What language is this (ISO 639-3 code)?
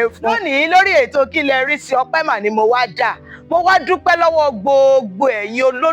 yor